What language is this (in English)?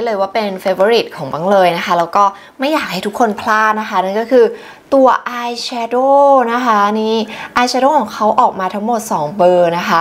Thai